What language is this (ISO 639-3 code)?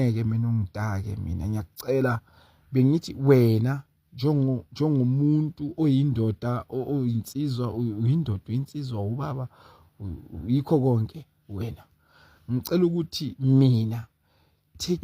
zul